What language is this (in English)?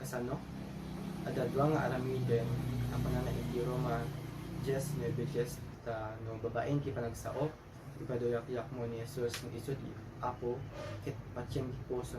Iloko